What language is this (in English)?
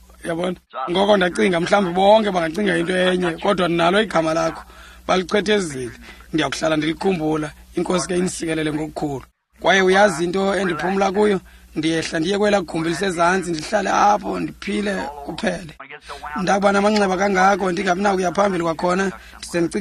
Xhosa